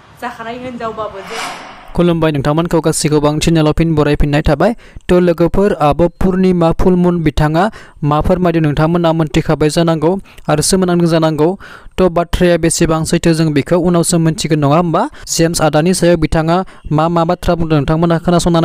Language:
Bodo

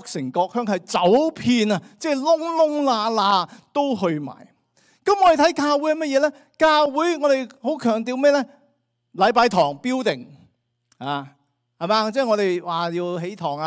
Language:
Cantonese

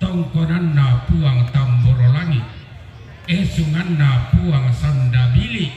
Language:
Toraja-Sa'dan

